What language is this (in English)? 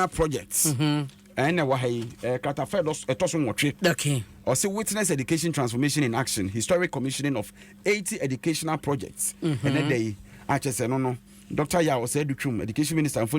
Akan